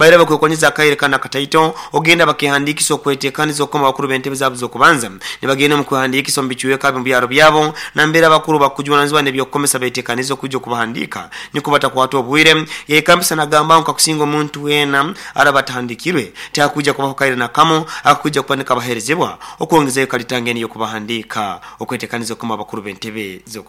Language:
Nyoro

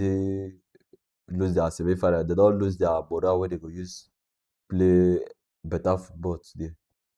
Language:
Nigerian Pidgin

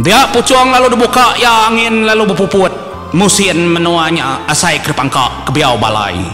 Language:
Iban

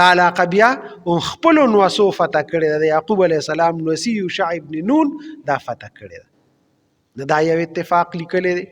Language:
Pashto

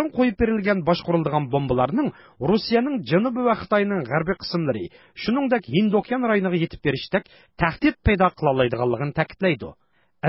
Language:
Uyghur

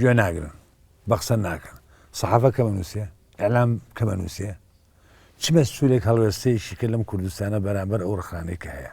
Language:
Central Kurdish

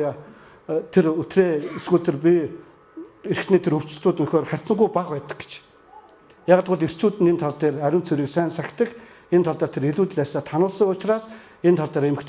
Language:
Mongolian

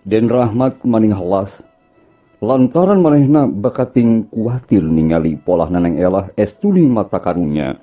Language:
Sundanese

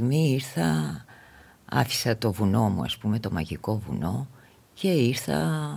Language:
Greek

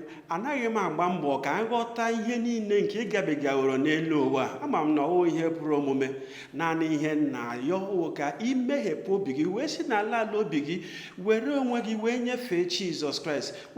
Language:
Igbo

